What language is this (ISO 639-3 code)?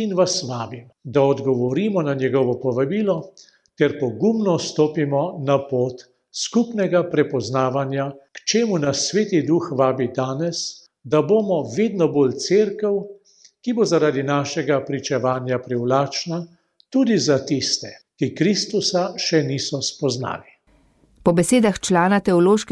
slv